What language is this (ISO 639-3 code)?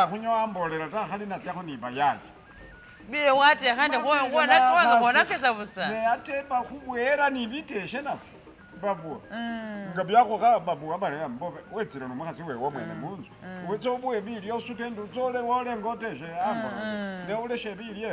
myx